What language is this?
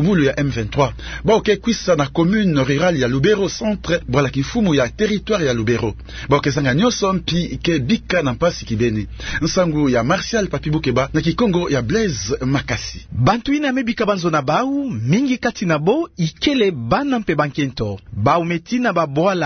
Kituba (Democratic Republic of Congo)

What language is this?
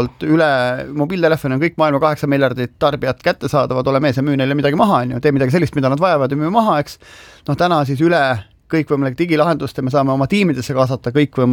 Estonian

